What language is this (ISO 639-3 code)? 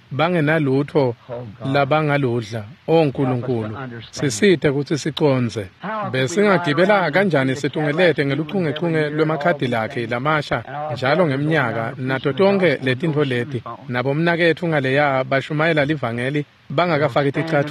ssw